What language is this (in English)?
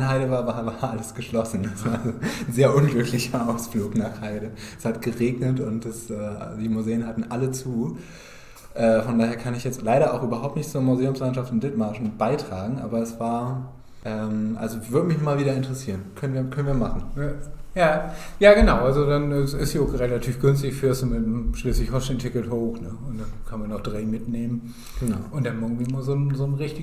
Low German